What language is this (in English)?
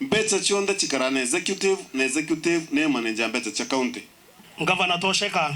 Meru